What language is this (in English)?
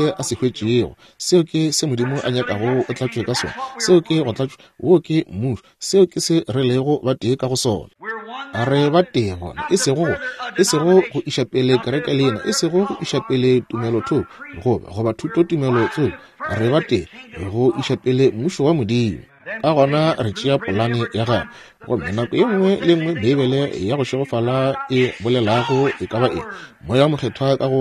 Northern Sotho